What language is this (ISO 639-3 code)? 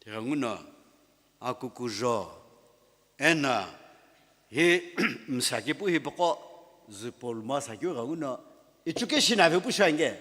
nsm